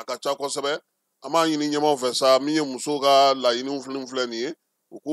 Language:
Bambara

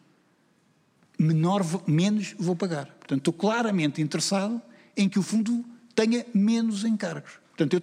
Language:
Portuguese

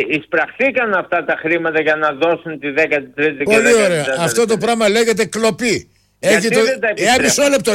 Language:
Greek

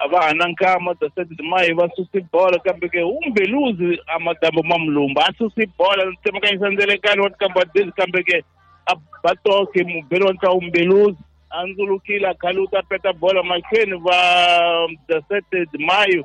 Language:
Tsonga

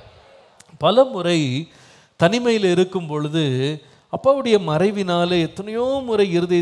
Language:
Tamil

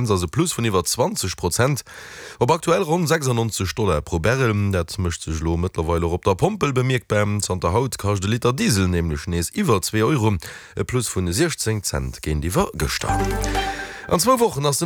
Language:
Luxembourgish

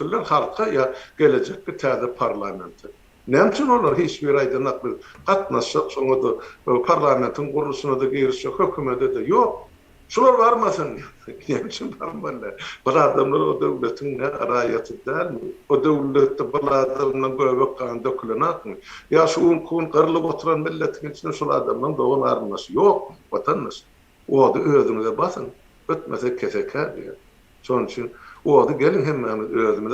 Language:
Turkmen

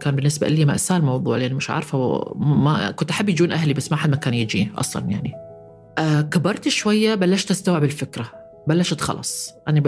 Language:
North Levantine Arabic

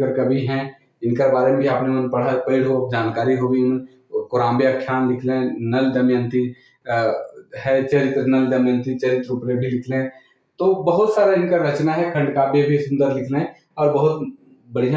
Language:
Sadri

